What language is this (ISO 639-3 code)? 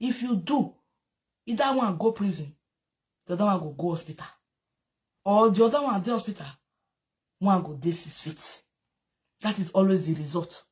pcm